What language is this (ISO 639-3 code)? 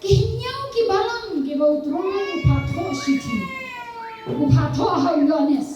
kha